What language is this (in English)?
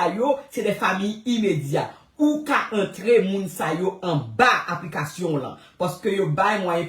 Haitian Creole